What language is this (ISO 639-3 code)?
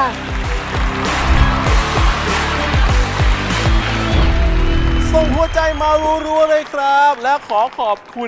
tha